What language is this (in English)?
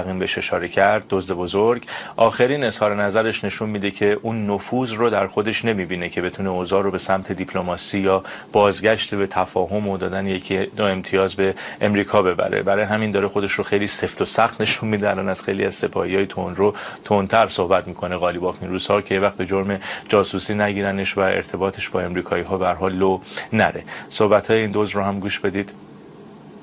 Persian